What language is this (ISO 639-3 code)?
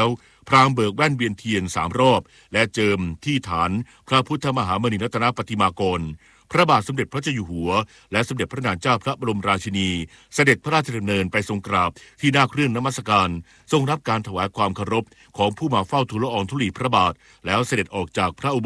tha